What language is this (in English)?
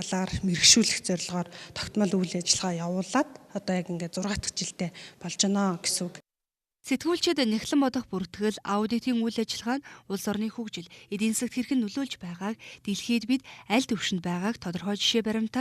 Mongolian